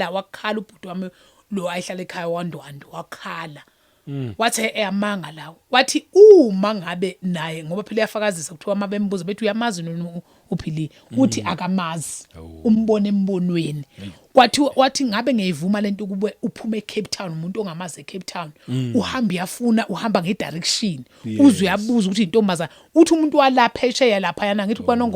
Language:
Zulu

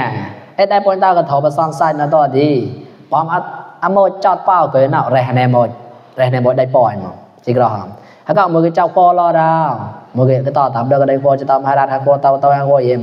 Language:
Mon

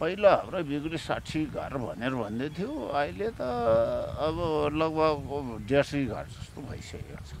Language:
Nepali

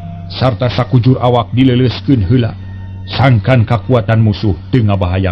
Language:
Sundanese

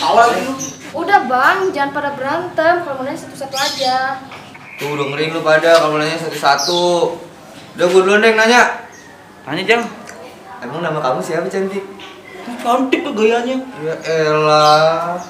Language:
Betawi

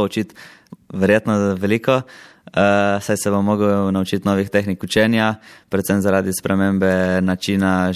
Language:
Slovenian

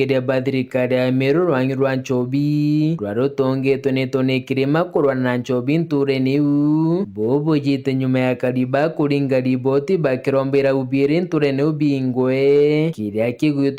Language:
Meru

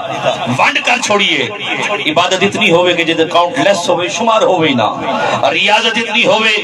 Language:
Saraiki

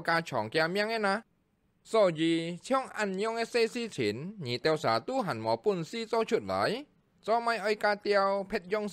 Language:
Hakka Chinese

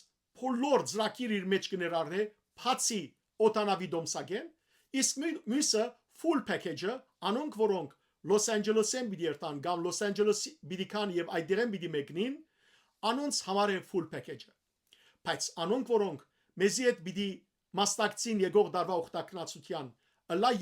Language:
Western Armenian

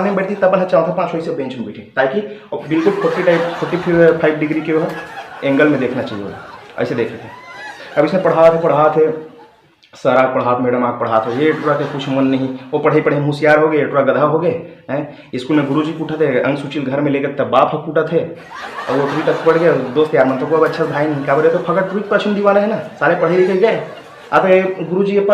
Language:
Chhattisgarhi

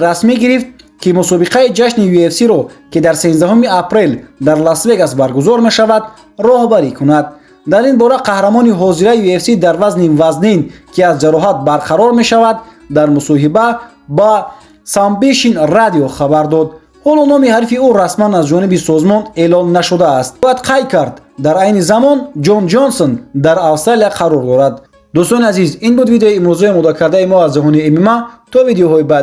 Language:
Tajik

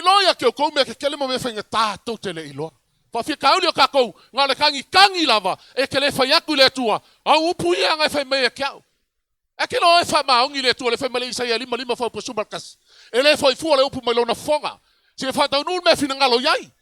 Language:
Samoan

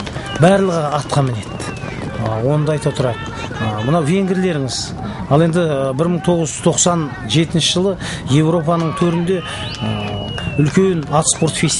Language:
Kazakh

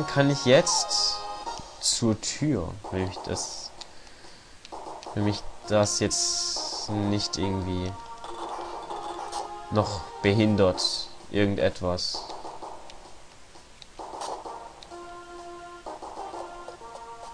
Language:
German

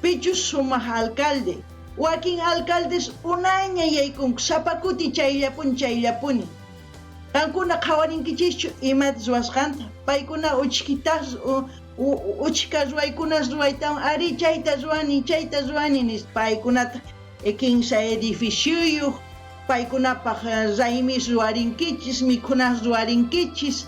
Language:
South Bolivian Quechua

